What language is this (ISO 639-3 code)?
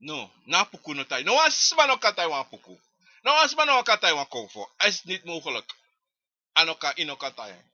srn